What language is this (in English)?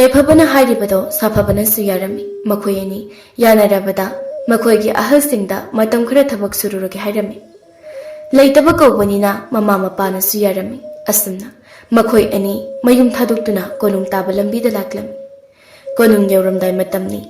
Manipuri